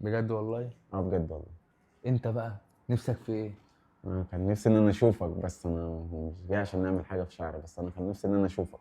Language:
Egyptian Arabic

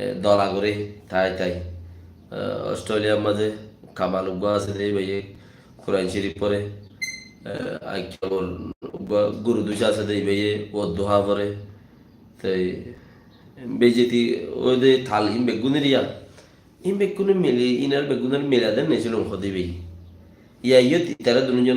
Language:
Rohingya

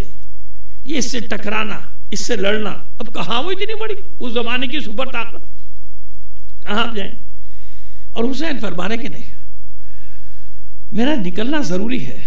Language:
Hindi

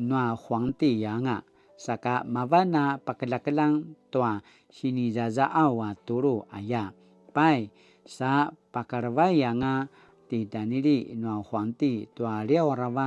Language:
Paiwan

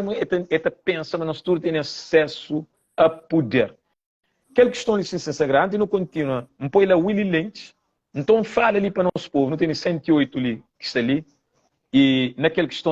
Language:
Kabuverdianu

